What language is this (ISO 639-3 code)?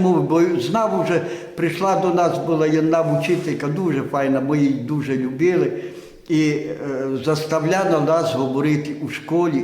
rue